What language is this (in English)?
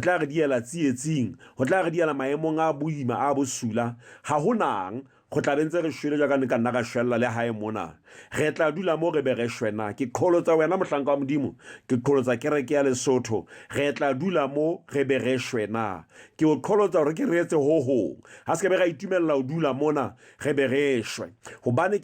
Southern Sotho